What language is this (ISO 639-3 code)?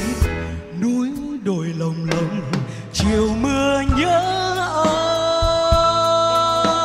vie